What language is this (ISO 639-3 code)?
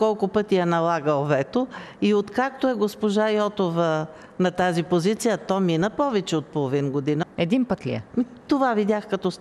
bul